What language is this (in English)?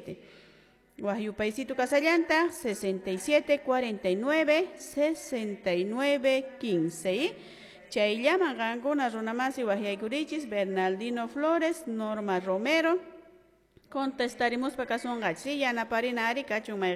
Quechua